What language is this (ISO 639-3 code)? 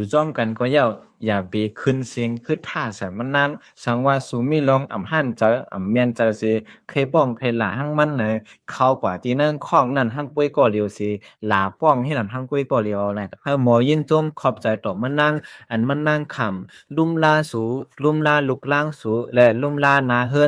shn